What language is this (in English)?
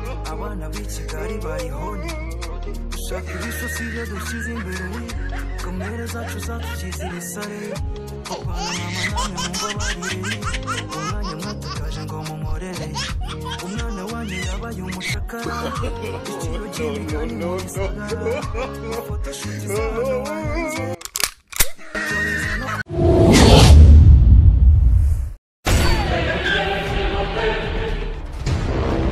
Kinyarwanda